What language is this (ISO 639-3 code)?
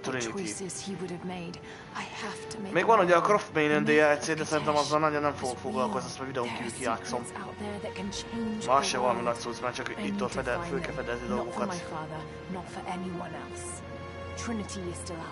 hun